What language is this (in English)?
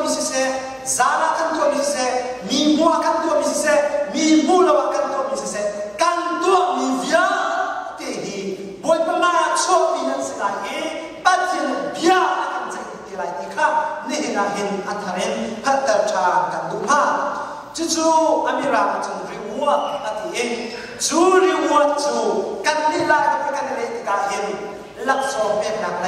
Hakha Chin